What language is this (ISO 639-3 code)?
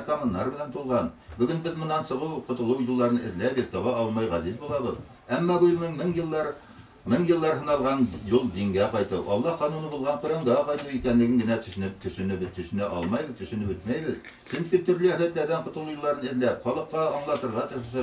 bak